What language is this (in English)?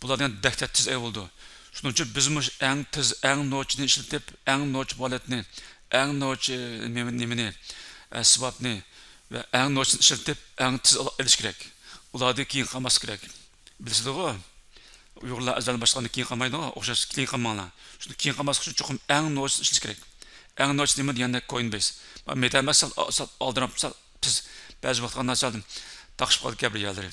Uyghur